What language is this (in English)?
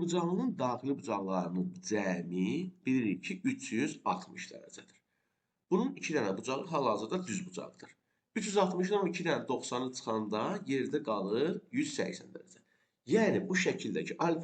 Azerbaijani